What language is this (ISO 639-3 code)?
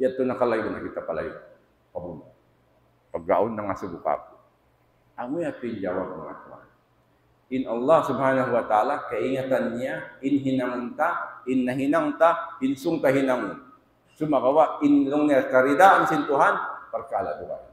tsg